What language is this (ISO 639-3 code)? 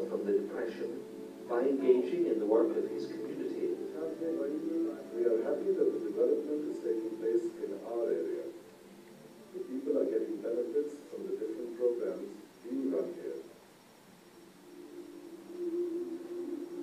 eng